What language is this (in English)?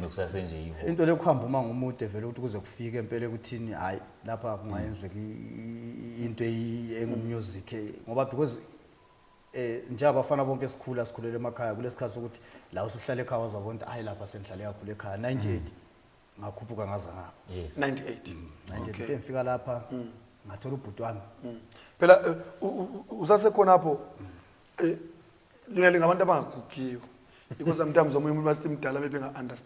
Zulu